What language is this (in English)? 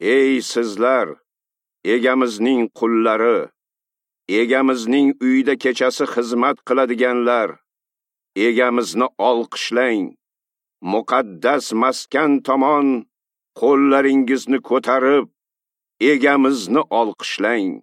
Uzbek